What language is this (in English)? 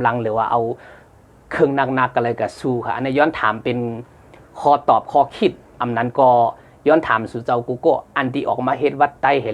Shan